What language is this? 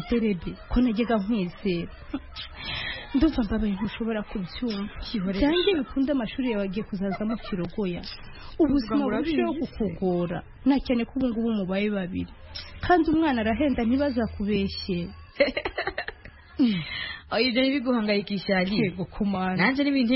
Kinyarwanda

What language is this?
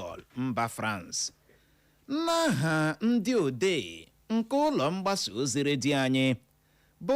Igbo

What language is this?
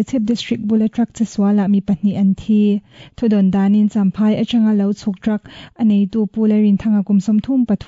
Mizo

